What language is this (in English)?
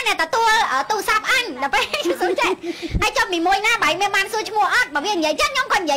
Khmer